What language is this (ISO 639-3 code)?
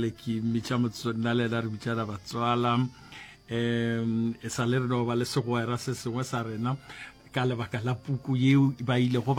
nso